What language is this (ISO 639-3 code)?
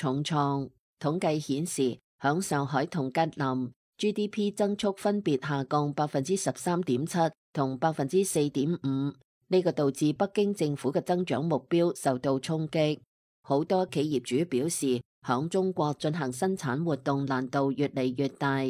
yue